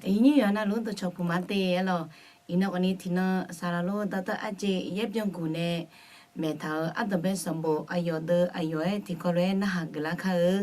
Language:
Akha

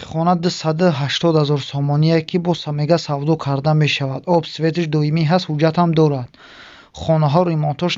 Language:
Tajik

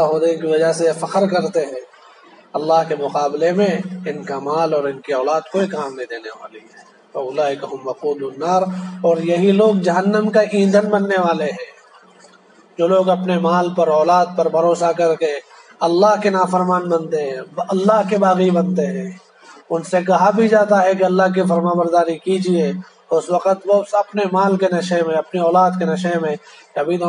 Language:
Urdu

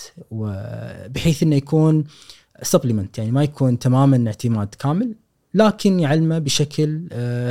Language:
Gulf Arabic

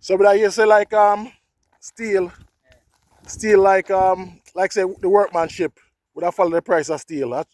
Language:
Jamaican Creole English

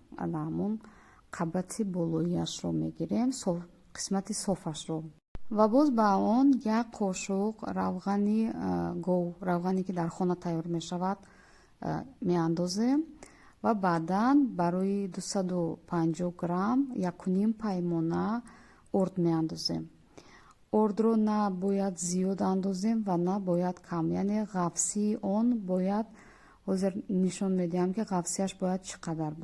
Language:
Tajik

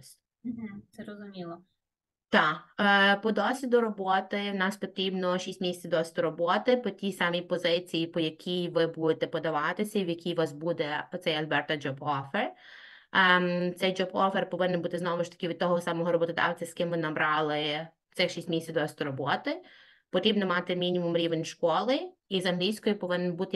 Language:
Ukrainian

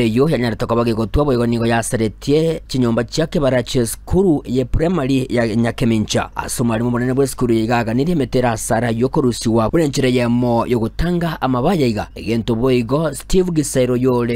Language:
Gusii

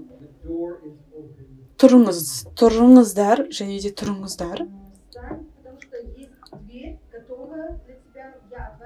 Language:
Kazakh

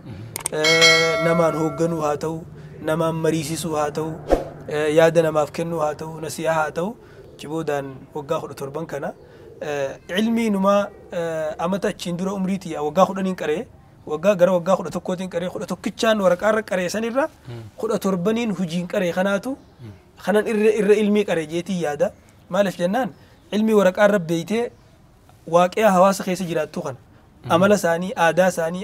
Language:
Oromo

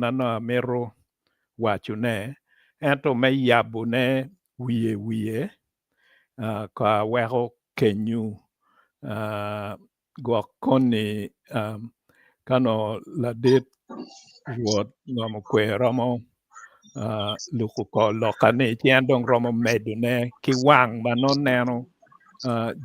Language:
Acoli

